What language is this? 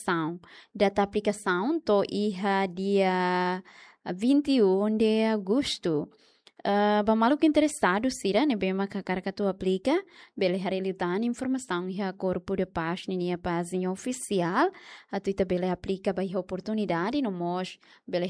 Tetum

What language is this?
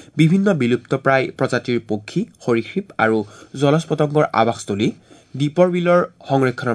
Assamese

